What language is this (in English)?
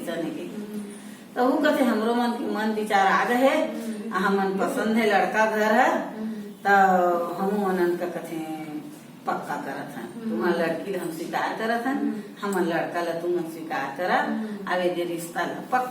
Chhattisgarhi